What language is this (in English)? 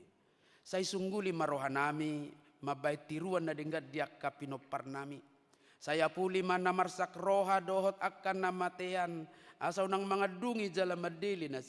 Batak Toba